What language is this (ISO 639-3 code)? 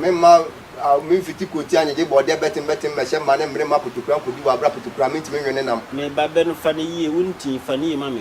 aka